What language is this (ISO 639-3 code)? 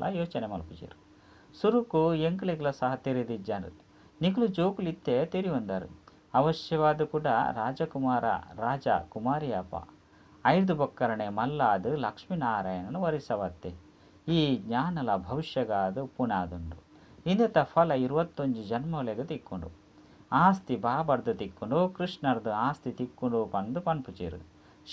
tcy